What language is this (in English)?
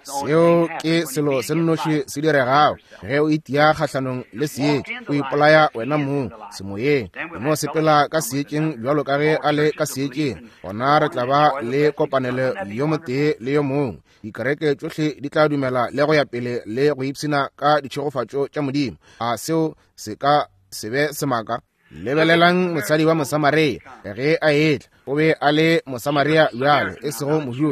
Northern Sotho